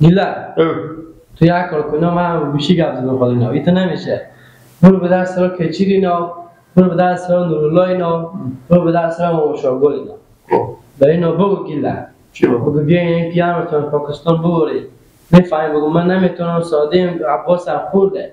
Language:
Persian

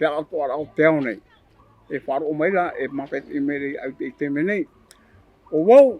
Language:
Tahitian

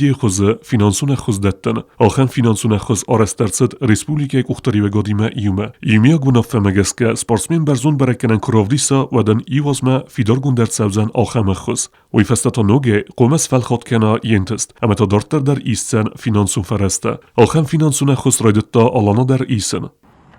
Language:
Ossetic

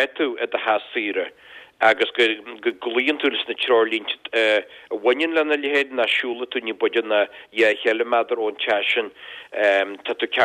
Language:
Irish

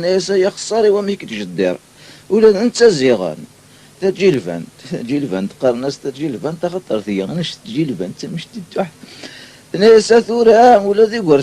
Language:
Kabyle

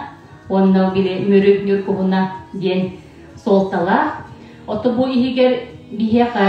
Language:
Yakut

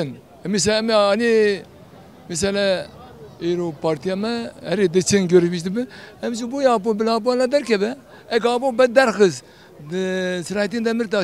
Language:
Kurdish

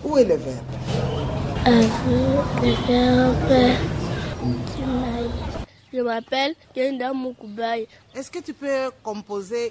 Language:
French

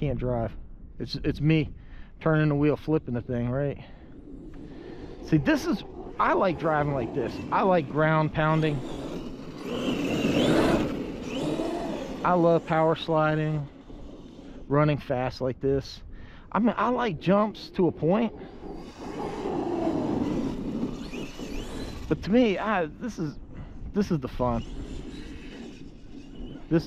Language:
English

